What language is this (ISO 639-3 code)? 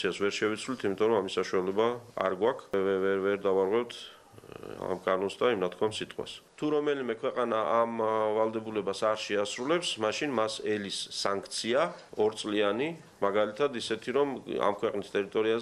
kat